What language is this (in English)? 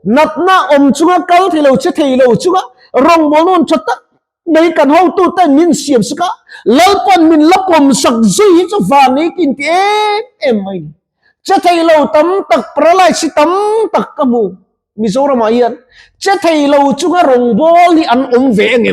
Mizo